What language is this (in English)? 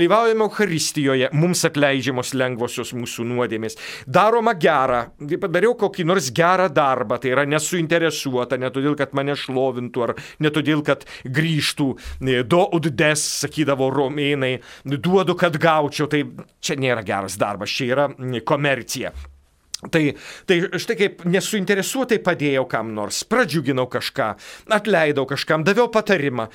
Lithuanian